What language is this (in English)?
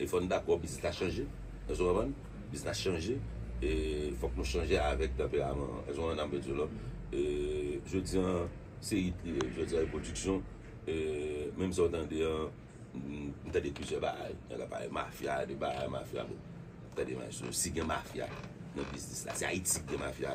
Haitian Creole